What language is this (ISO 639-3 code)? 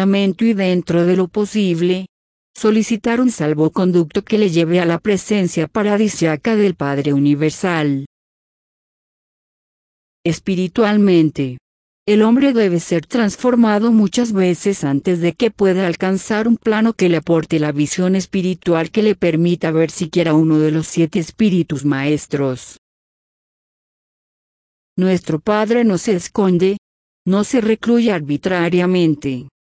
spa